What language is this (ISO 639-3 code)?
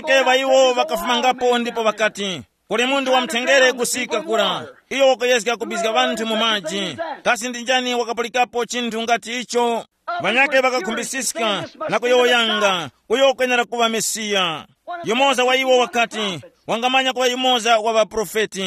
tum